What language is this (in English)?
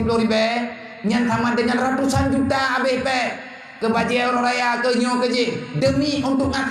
Achinese